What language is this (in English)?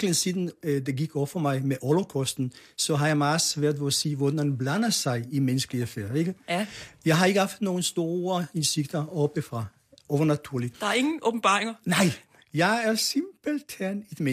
Danish